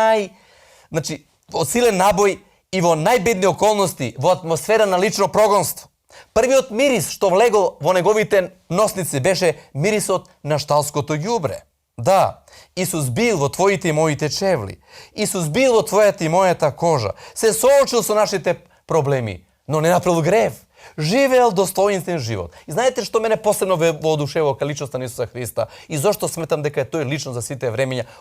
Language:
Macedonian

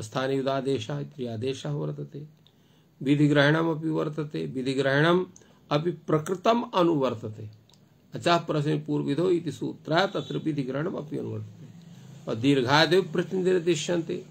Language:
Sanskrit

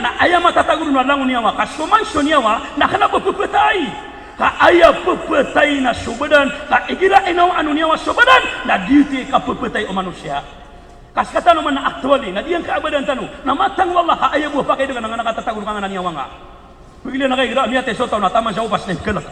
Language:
Maranao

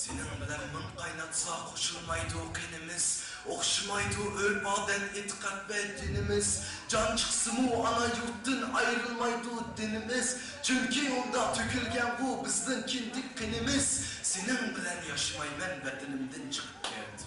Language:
Uyghur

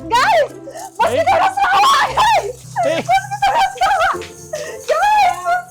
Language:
Iban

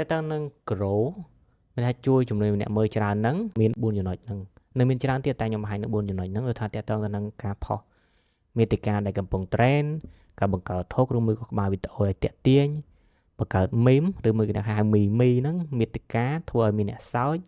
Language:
Khmer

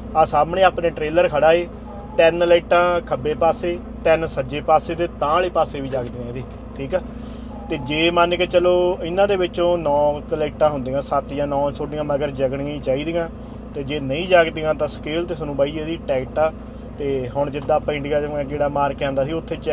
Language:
Punjabi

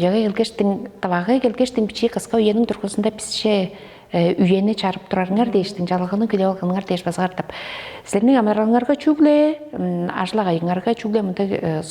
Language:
Tuvinian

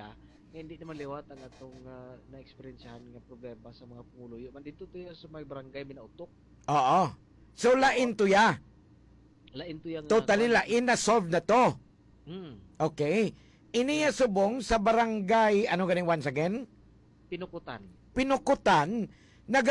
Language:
Hiligaynon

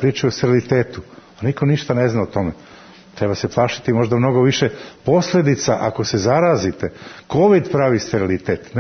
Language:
Serbian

